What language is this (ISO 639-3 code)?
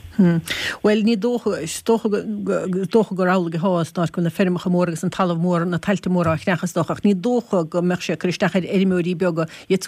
gle